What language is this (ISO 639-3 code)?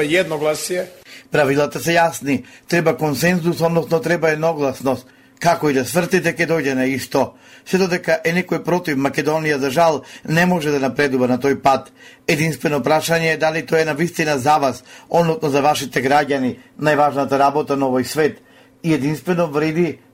mkd